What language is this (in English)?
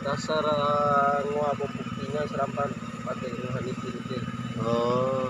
Bima